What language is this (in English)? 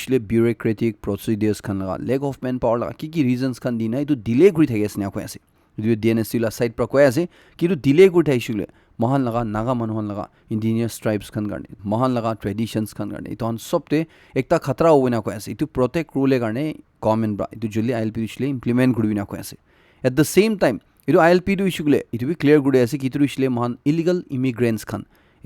Naga Pidgin